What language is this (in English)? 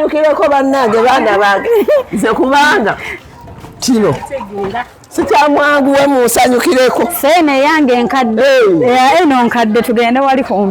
Ganda